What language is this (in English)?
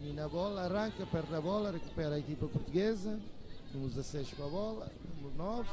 Tetum